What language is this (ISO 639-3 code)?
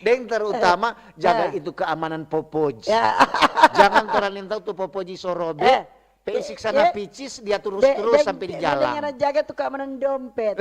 xmm